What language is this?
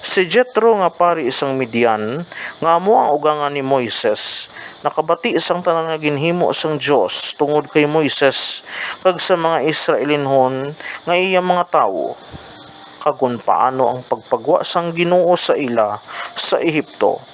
Hiligaynon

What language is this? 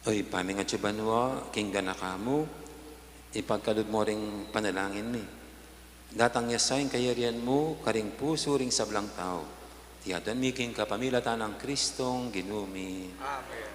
Pampanga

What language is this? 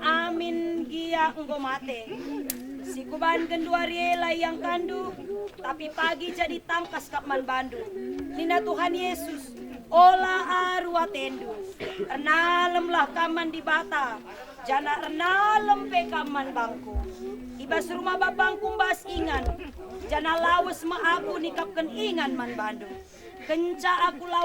Batak Karo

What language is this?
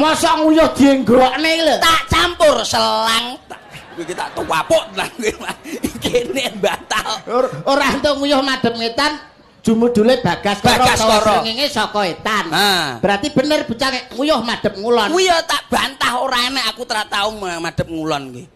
Javanese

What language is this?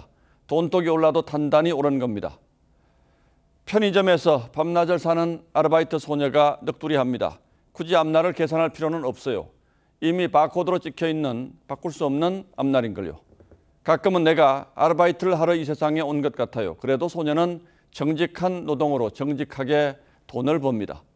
Korean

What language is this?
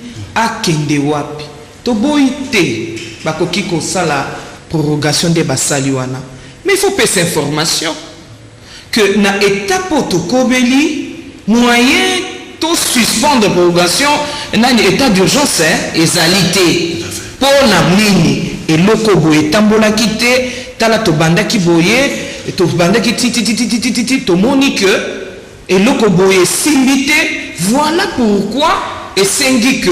Lingala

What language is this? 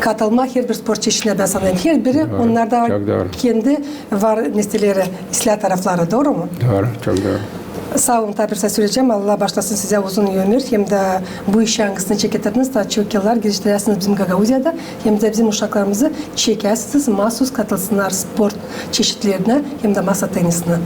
Gagauz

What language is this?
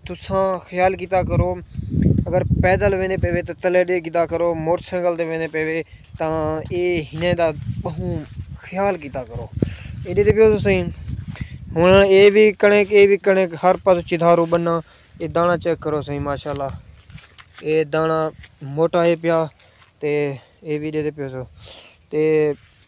Saraiki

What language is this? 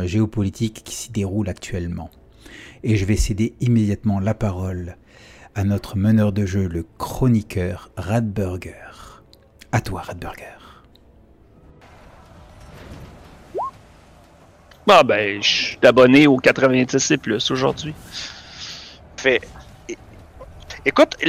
French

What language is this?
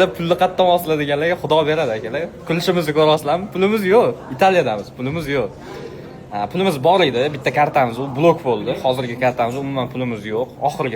Uzbek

